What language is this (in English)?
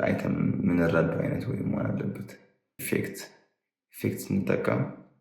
Amharic